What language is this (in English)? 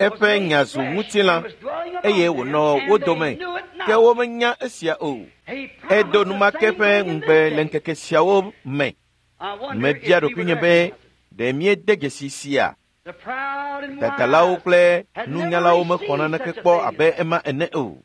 Ewe